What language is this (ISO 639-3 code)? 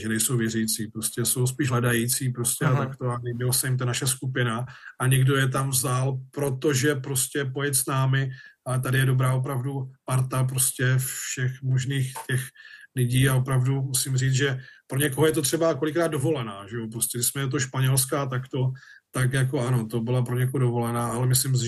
ces